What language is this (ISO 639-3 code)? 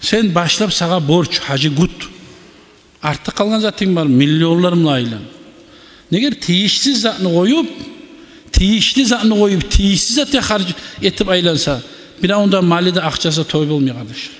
kum